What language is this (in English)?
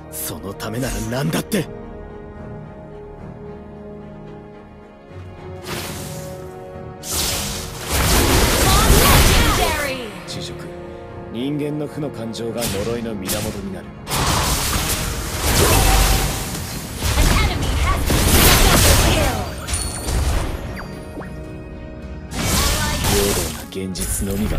Japanese